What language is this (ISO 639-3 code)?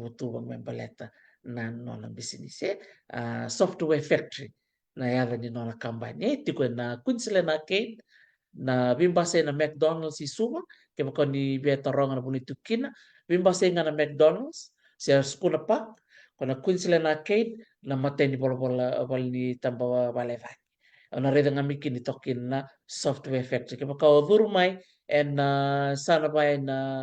fij